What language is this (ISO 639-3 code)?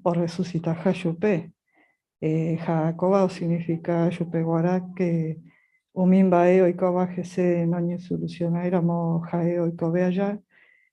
grn